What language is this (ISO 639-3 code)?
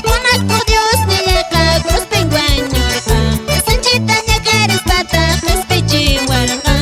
que